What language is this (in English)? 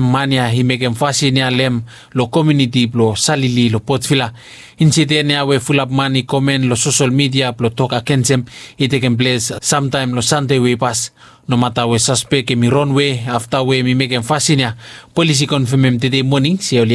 Bislama